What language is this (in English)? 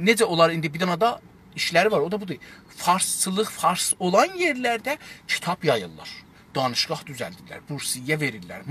South Azerbaijani